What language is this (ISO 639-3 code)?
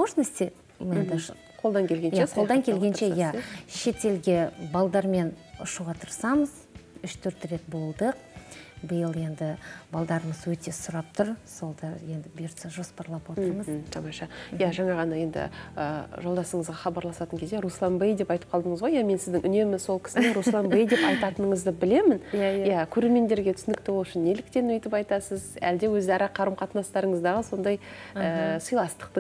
kaz